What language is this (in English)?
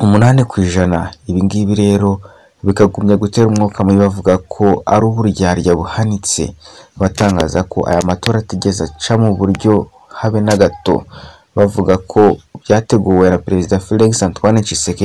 Kinyarwanda